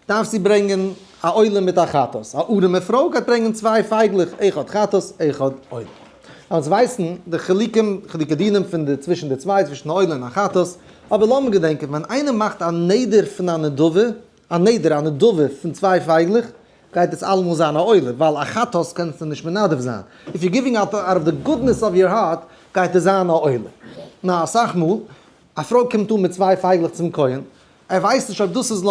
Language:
Yiddish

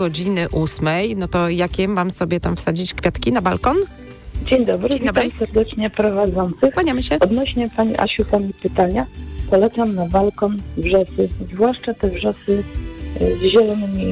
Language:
Polish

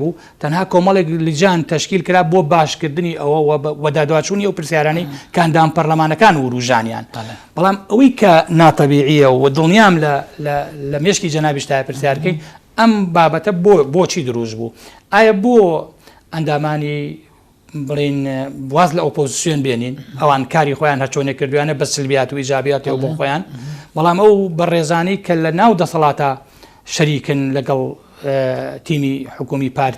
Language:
Central Kurdish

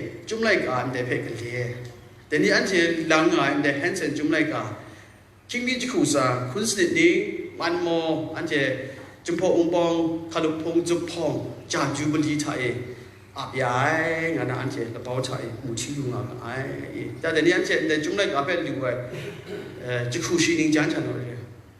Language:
Kachin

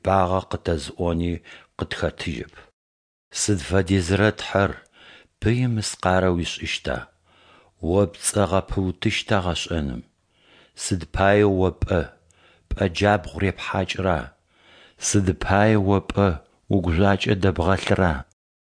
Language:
Adyghe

